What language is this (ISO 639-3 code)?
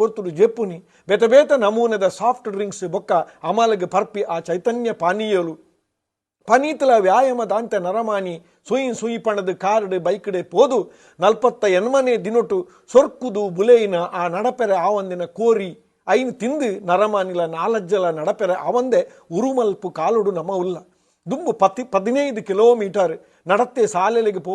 tcy